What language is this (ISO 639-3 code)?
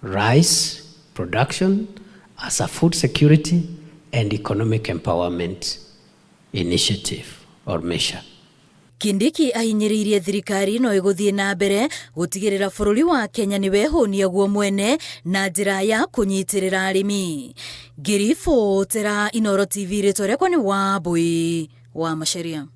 kik